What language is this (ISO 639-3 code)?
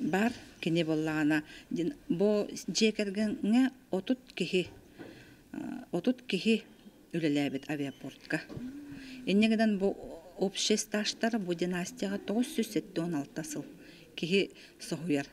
sah